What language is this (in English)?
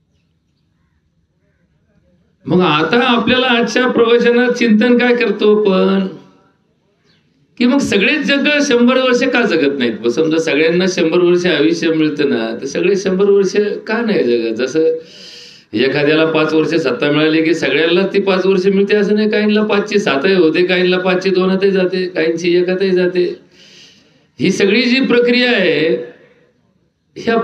Marathi